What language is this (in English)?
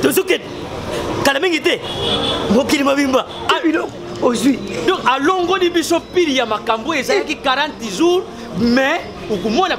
Lingala